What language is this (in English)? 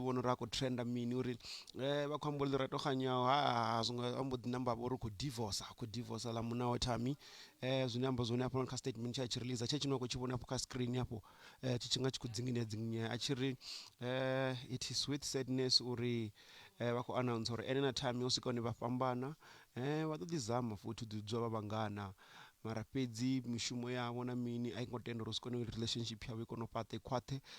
Venda